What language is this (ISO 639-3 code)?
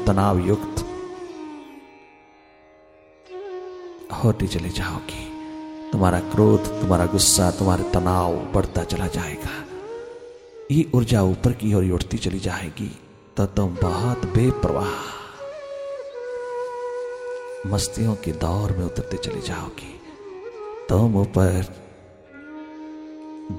hin